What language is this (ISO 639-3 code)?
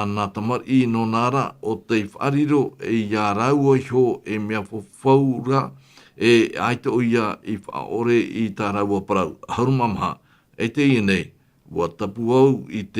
tah